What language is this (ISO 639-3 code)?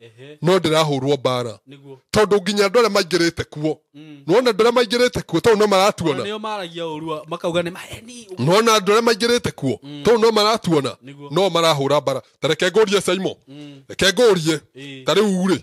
kik